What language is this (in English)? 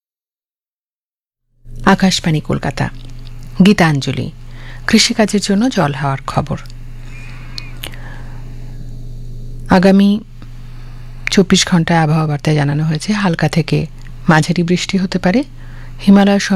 Bangla